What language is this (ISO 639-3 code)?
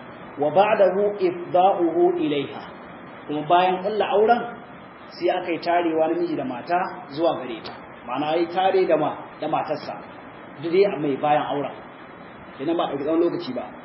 hau